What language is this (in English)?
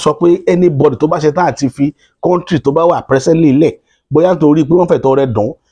Yoruba